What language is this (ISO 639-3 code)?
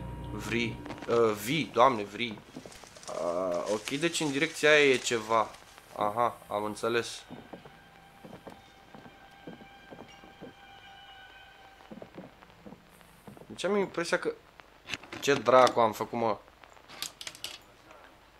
ron